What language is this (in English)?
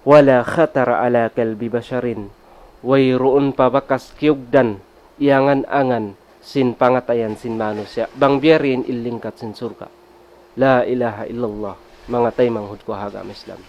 Tausug